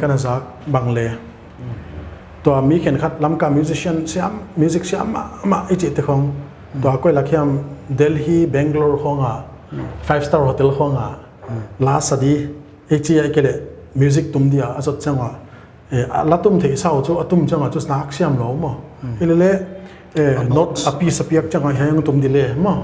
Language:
Paite Chin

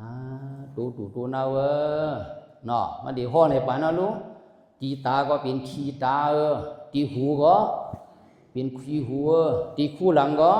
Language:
Shan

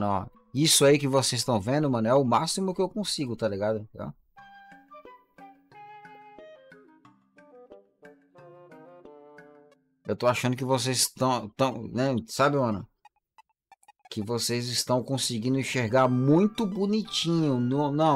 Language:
Portuguese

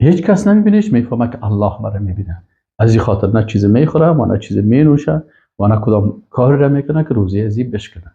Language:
Persian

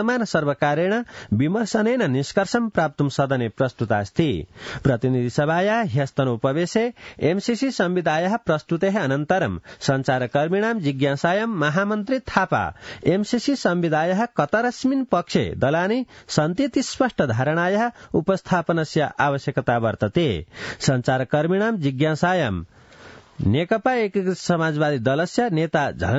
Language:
Sanskrit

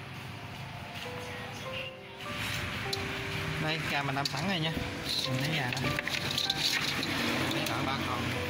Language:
Vietnamese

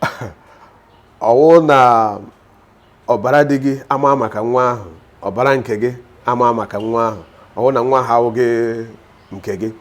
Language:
Igbo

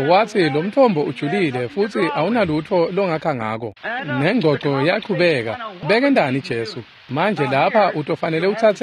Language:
Swati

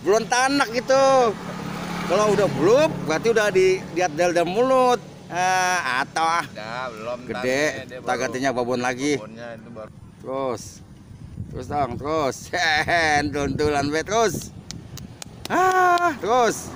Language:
Betawi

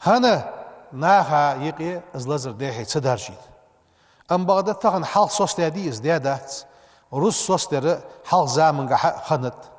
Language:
Ingush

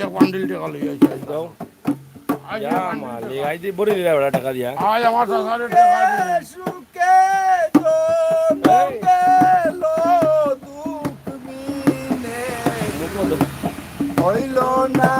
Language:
Sylheti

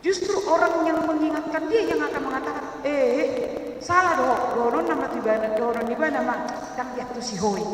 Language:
Batak Toba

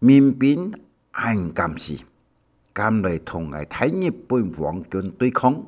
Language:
Hakka Chinese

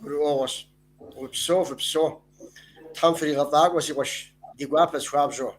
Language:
Kabardian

